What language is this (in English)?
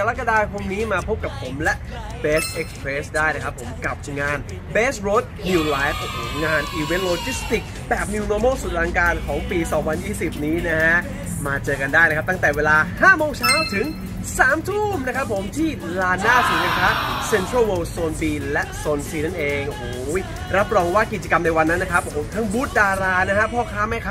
Thai